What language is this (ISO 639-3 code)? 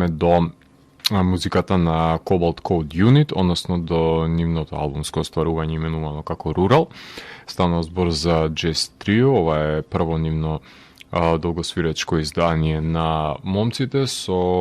mkd